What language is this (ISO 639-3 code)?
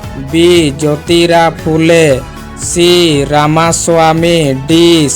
sat